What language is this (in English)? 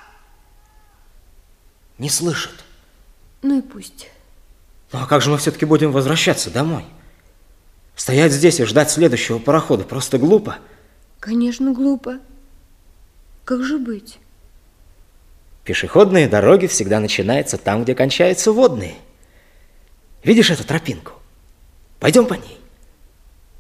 Russian